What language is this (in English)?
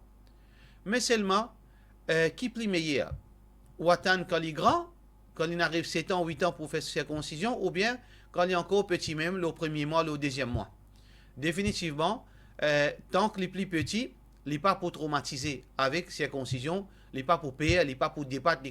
Morisyen